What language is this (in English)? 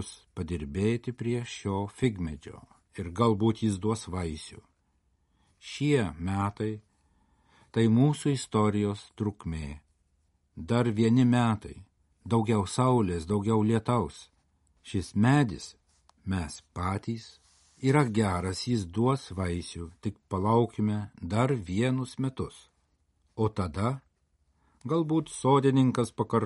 Lithuanian